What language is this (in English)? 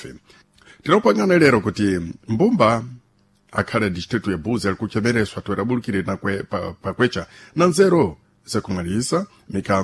Sena